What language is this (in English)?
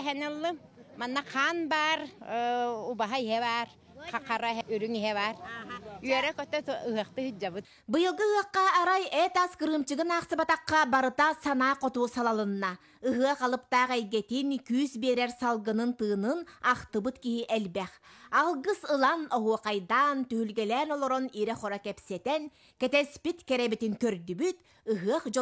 Yakut